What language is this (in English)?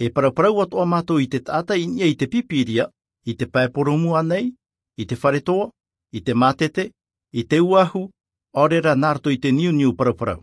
Tahitian